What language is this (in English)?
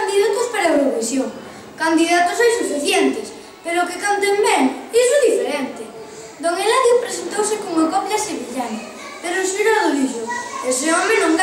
Galician